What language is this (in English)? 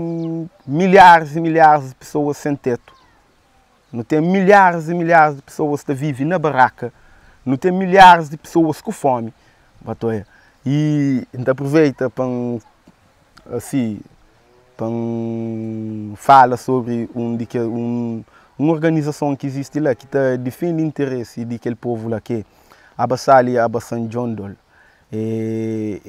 Kabuverdianu